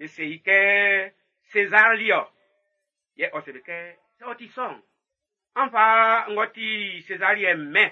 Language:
Baoulé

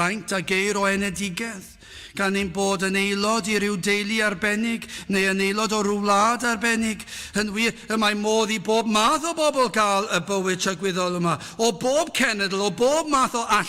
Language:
Welsh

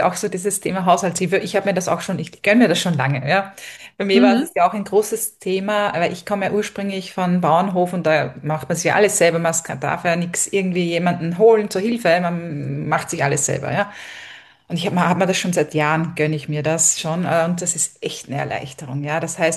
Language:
German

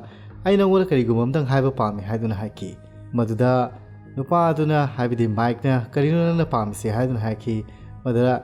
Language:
Manipuri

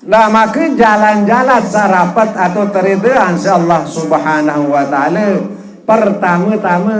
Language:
Sasak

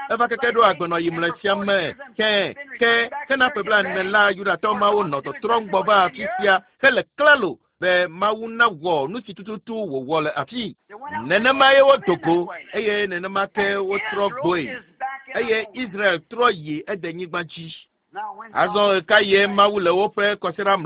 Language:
Ewe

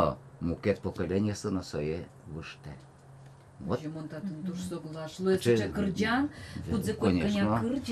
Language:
Udmurt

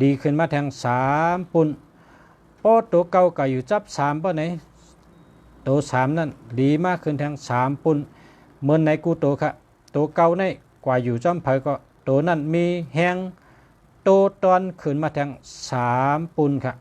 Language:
Shan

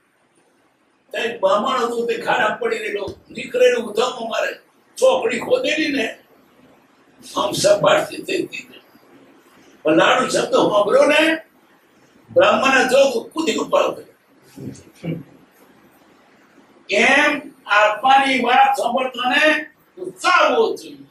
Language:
Gujarati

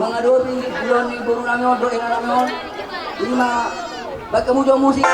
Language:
Batak Toba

